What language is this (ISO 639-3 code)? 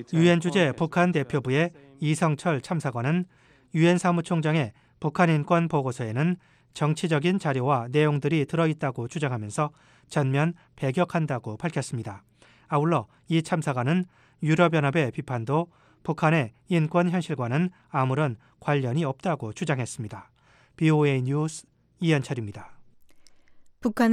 kor